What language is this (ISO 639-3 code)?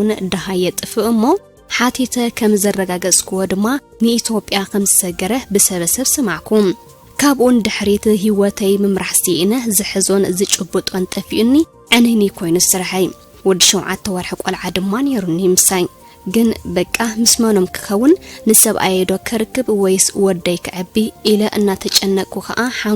tir